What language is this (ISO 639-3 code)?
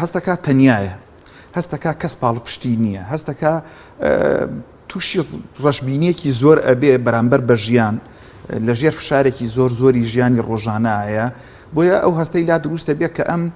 ckb